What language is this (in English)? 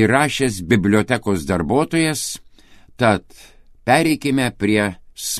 Lithuanian